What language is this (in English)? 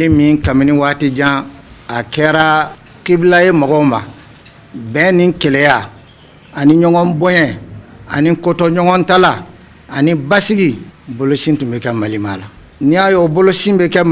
Bambara